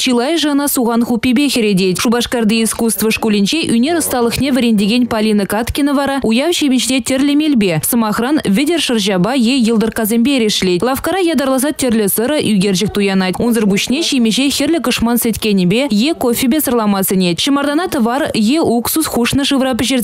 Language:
Chuvash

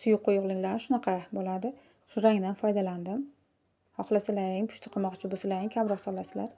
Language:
Uzbek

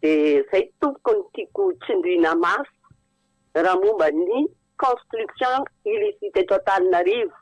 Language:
Malagasy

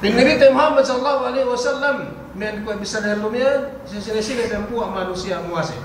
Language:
Yakan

